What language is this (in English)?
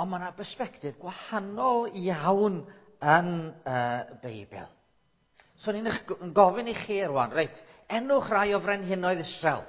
Welsh